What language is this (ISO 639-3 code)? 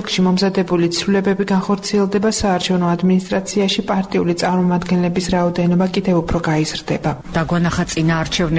kat